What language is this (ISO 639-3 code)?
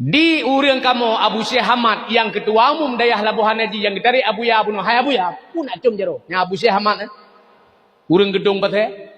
ace